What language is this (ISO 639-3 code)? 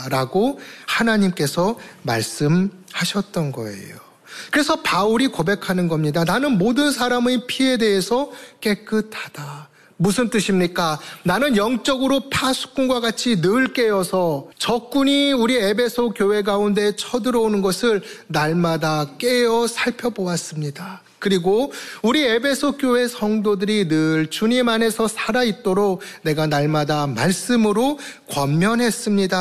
kor